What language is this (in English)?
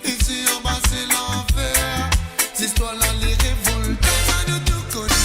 Morisyen